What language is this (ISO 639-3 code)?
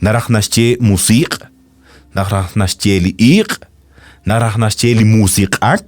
kek